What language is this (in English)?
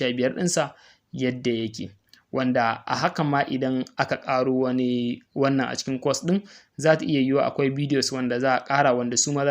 Hausa